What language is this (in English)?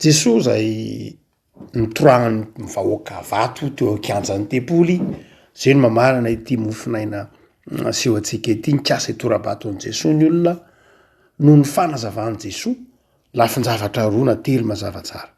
Malagasy